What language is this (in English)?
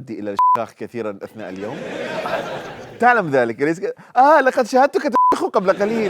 Mesopotamian Arabic